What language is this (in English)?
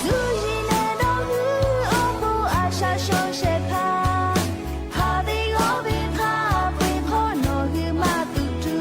Lahu